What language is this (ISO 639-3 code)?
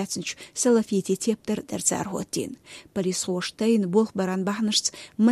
che